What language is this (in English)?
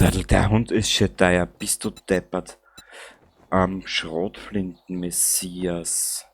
Bavarian